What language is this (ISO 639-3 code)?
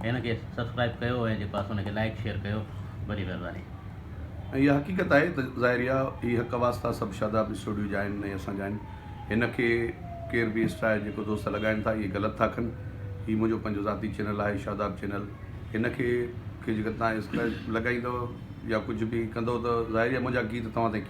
snd